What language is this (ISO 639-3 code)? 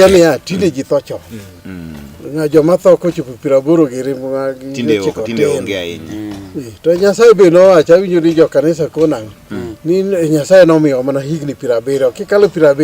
luo